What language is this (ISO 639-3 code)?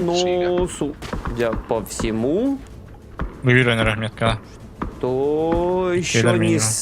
sah